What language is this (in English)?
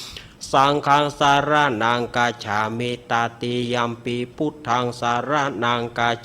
Pali